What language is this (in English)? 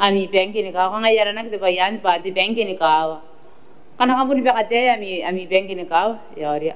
Gilbertese